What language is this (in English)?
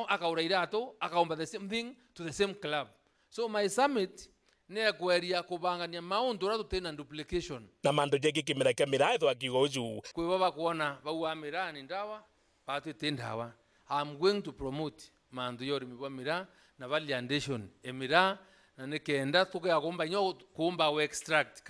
Meru